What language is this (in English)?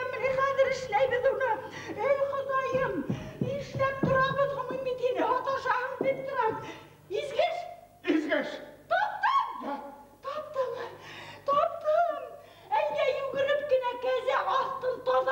Bashkir